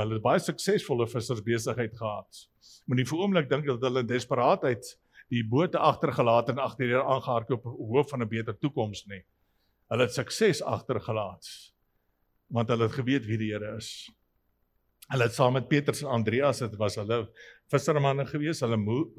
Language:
Afrikaans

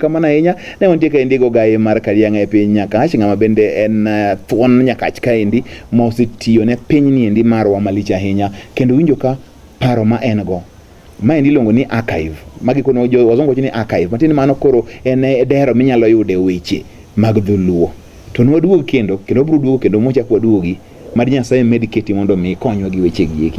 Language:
Luo (Kenya and Tanzania)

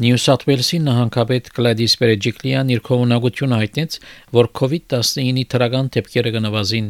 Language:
Armenian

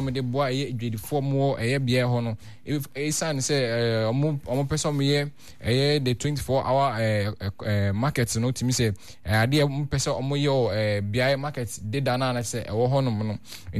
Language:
Akan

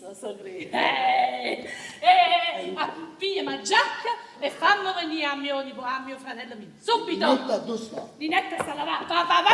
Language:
Neapolitan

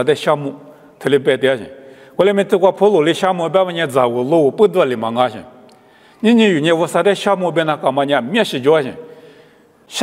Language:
Lisu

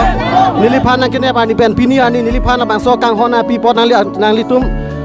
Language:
Karbi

